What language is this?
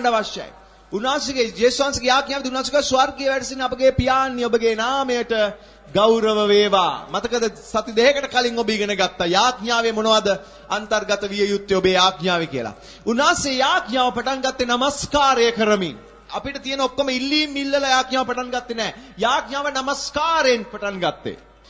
Sinhala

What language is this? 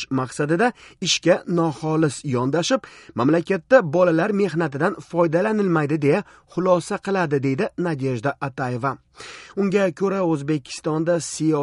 Uzbek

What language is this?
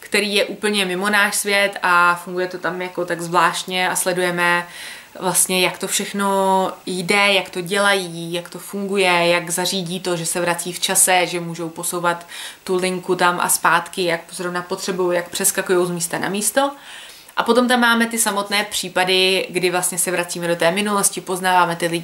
Czech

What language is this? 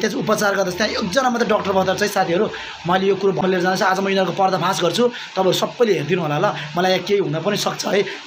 Nepali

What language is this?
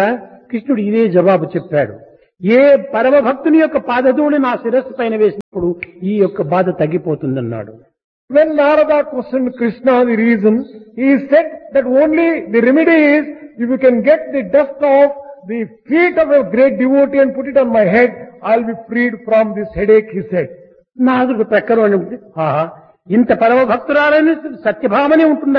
Telugu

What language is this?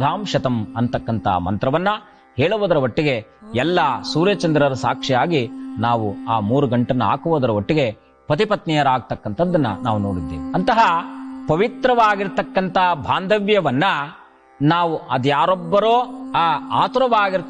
Kannada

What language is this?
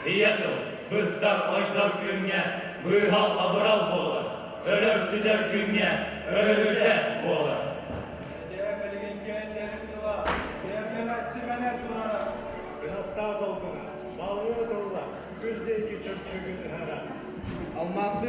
Yakut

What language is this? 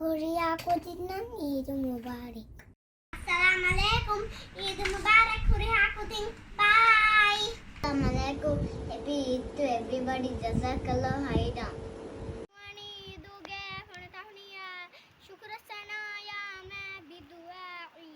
Divehi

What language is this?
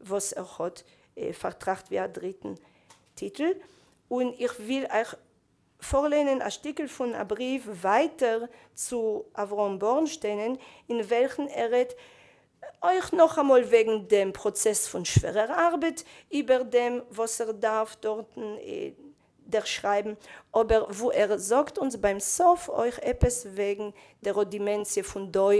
Yiddish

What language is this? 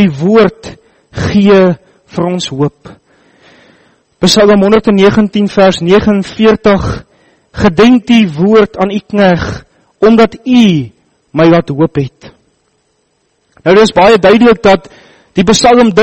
Afrikaans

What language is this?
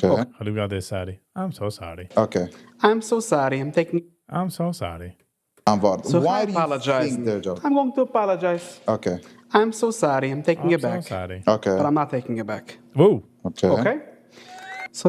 Yiddish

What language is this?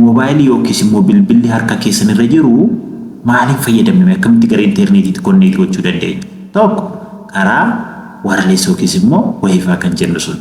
Oromo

